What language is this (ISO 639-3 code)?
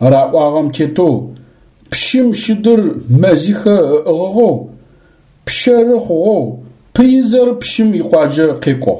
ady